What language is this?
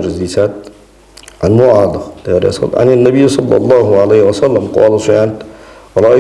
Ingush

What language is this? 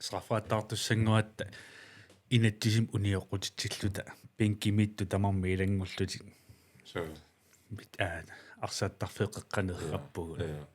Kalaallisut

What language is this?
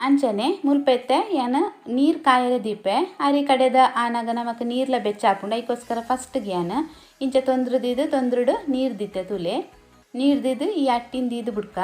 Tulu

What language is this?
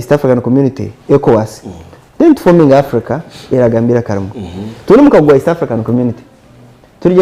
Nyankole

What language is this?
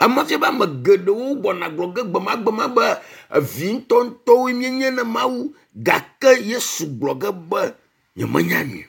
Ewe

